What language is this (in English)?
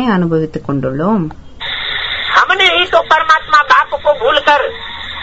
Tamil